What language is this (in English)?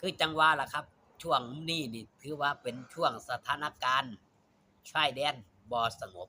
Northeastern Thai